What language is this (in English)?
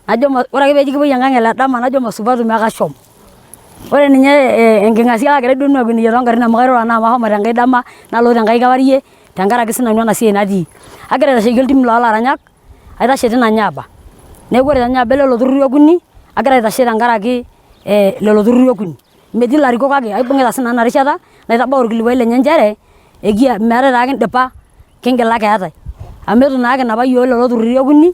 Masai